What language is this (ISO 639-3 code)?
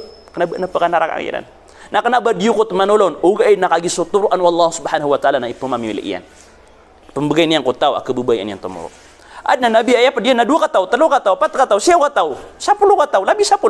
mrw